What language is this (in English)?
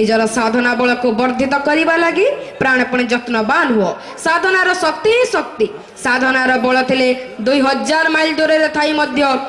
Odia